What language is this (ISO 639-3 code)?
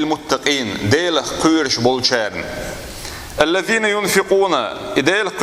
che